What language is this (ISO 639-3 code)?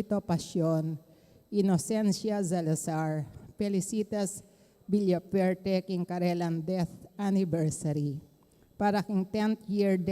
pam